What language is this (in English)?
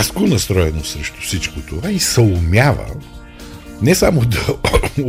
Bulgarian